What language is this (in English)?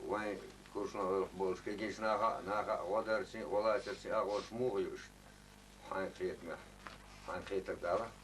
Chechen